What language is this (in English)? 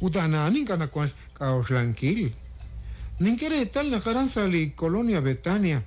Kekchí